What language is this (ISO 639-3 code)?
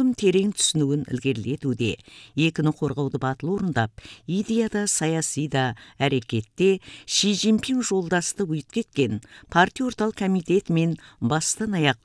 kaz